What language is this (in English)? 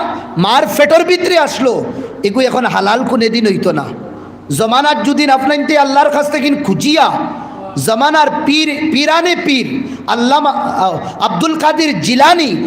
Sylheti